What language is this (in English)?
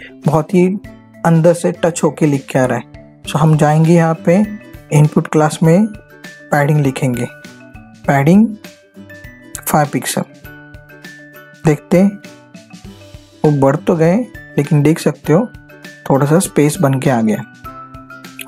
Hindi